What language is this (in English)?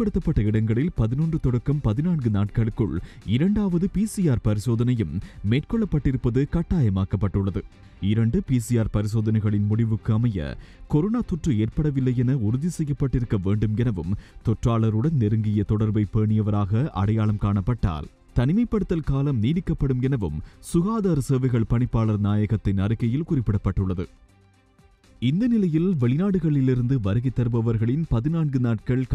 Tamil